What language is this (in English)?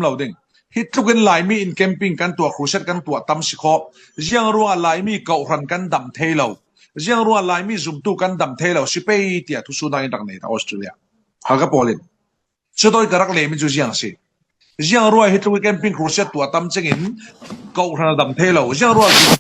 Falam Chin